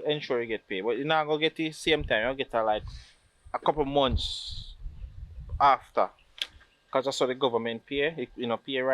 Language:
Jamaican Creole English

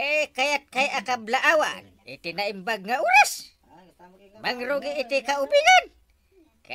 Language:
Iloko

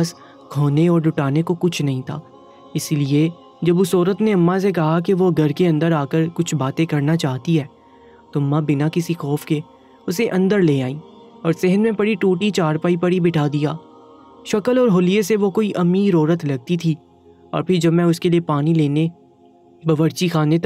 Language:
Urdu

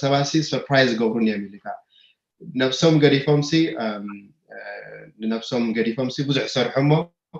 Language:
Tigrinya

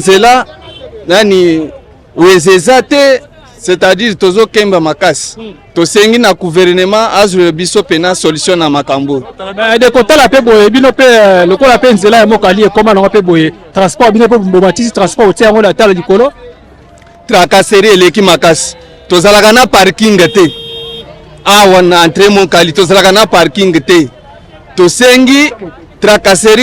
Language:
Lingala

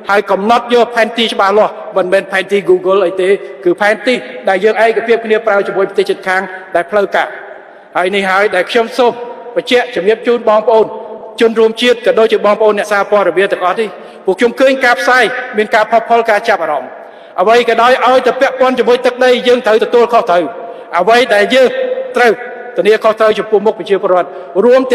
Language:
Khmer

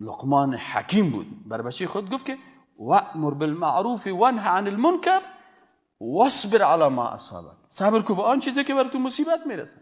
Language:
Persian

